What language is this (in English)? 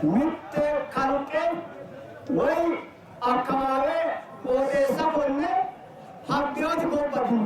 Sidamo